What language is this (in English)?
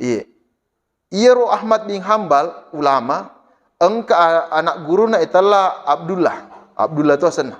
Buginese